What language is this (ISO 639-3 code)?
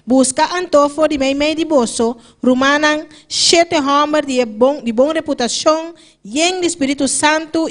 pap